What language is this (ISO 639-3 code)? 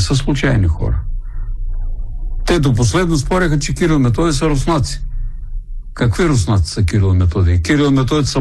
bul